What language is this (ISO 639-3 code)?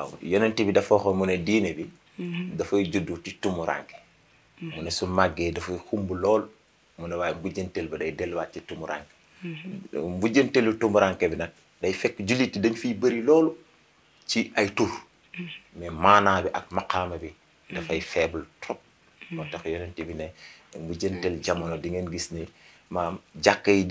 wol